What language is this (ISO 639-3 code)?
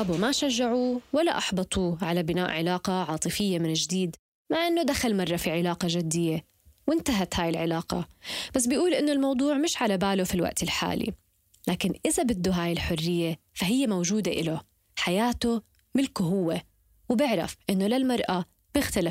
apc